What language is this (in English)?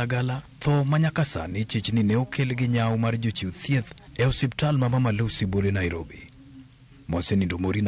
Luo (Kenya and Tanzania)